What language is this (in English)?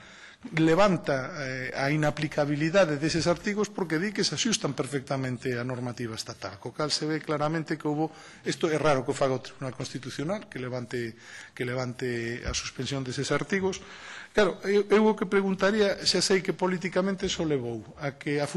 Galician